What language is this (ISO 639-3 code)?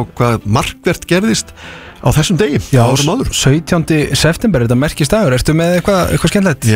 isl